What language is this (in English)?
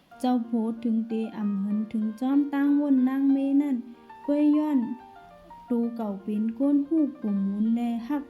Shan